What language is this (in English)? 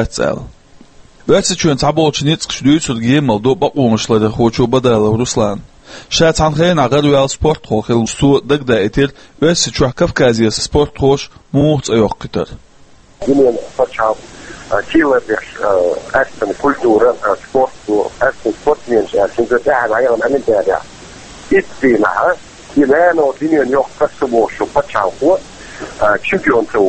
Chechen